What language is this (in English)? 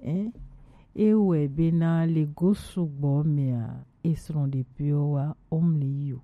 Gen